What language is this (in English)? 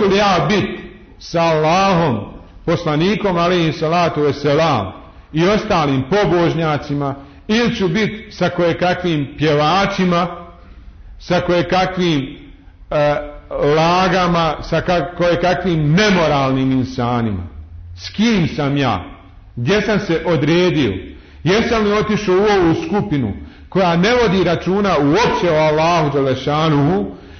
Bosnian